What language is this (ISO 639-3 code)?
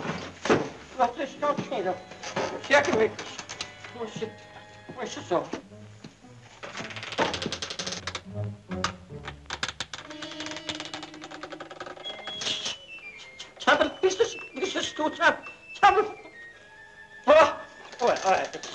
deu